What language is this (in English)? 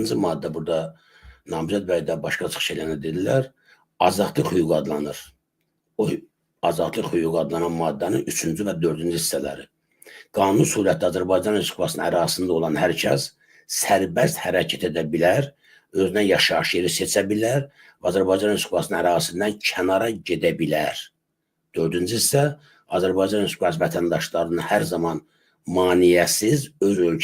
Azerbaijani